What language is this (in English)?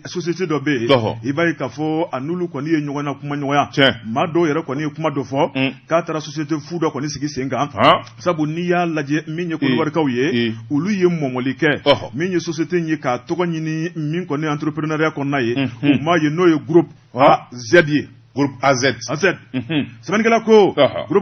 Bambara